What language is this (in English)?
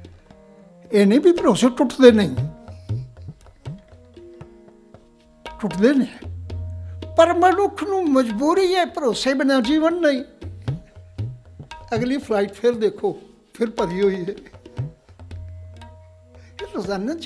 Punjabi